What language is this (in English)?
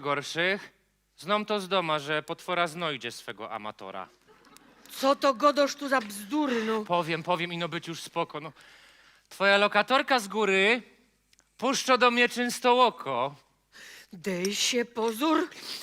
Silesian